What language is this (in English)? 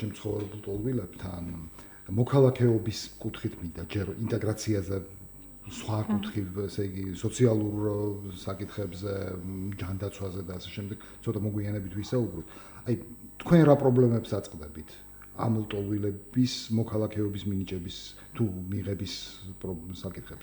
Georgian